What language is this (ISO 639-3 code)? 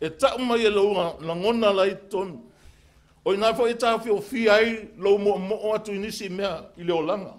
smo